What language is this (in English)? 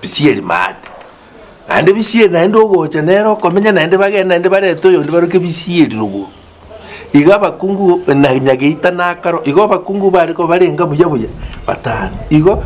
Gusii